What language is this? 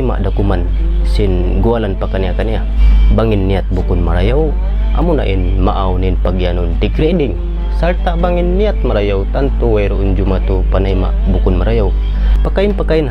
Tausug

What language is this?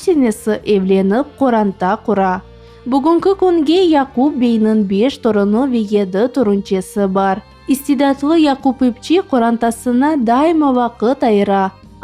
Crimean Tatar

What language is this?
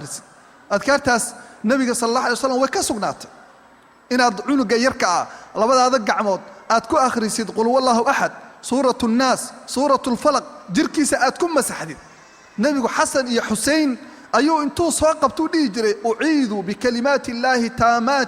Somali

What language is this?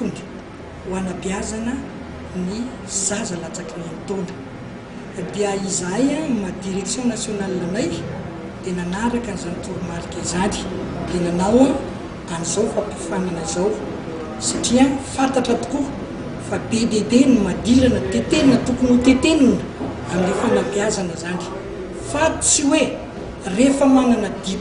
Malagasy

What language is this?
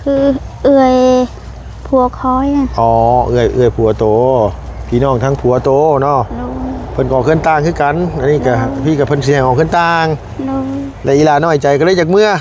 Lao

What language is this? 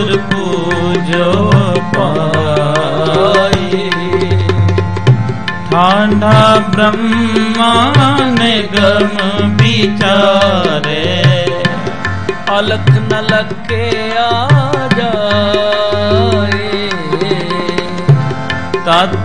Punjabi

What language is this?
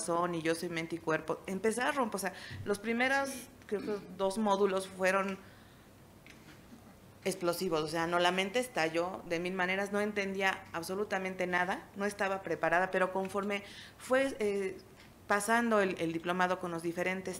Spanish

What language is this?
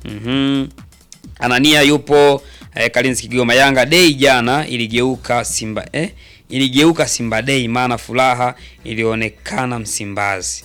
Swahili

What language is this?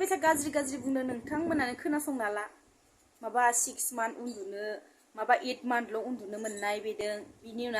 Bodo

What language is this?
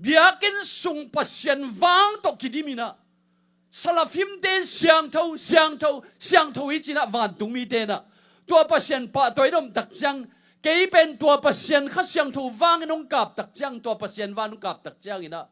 Tedim Chin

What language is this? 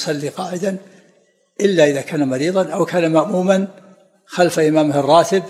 Arabic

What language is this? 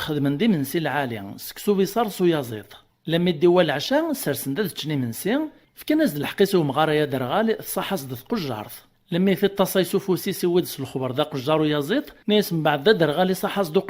Kabyle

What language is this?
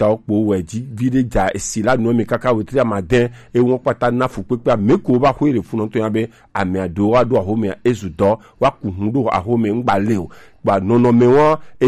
Gen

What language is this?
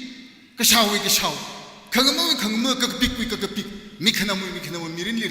Tangkhul Naga (India)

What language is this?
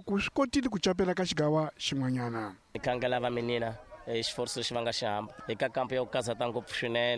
Tsonga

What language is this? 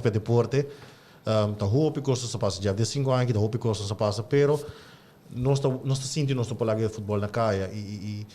Papiamento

